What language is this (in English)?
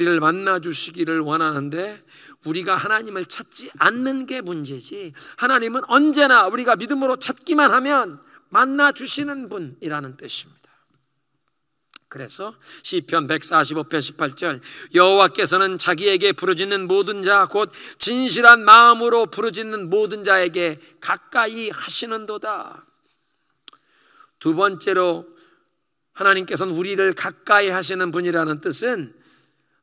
Korean